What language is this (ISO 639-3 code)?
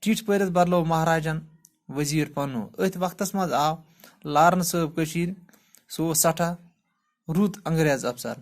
kas